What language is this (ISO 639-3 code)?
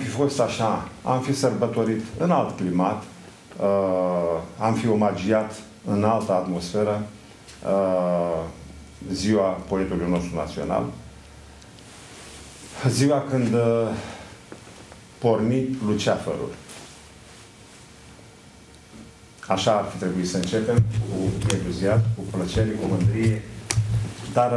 ron